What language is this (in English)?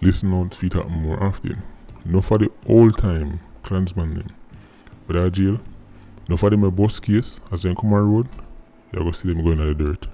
Jamaican Creole English